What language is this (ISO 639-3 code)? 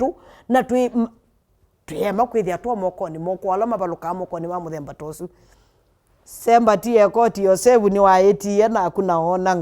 kam